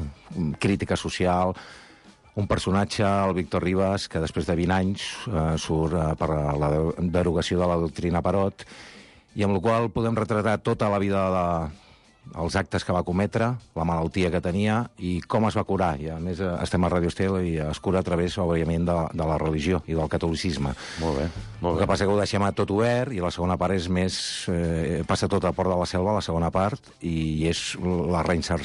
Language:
Catalan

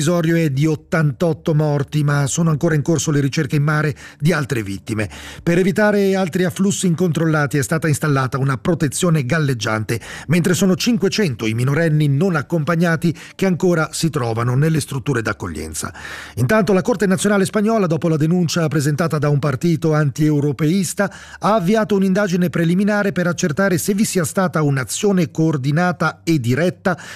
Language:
Italian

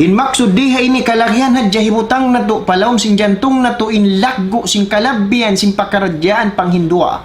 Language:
Tausug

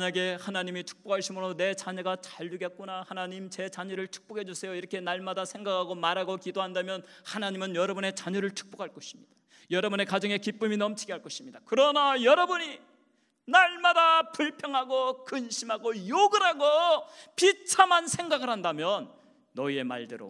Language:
Korean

